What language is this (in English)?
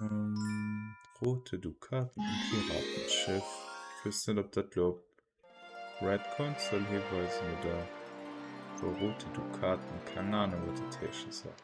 Luxembourgish